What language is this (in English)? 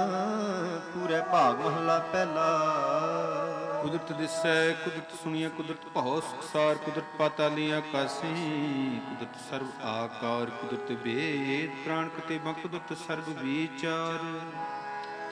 Punjabi